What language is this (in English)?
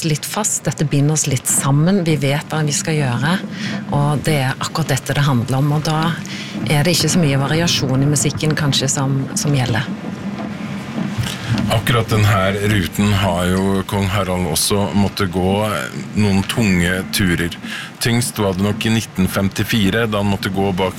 Norwegian